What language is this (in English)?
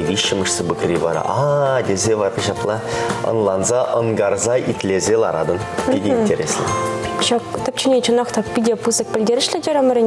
Chuvash